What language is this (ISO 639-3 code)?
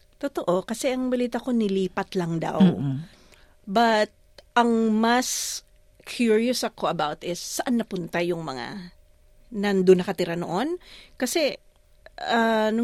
fil